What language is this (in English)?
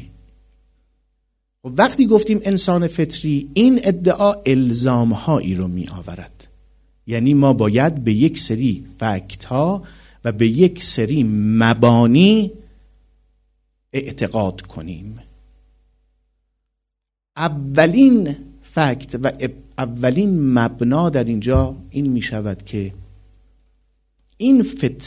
Persian